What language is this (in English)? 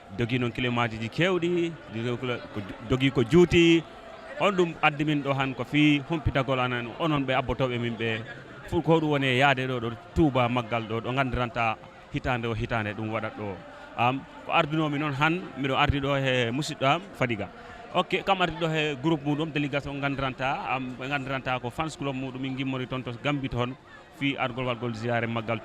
Fula